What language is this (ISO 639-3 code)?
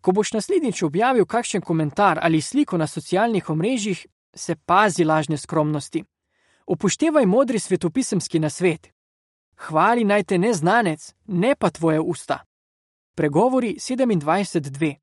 slv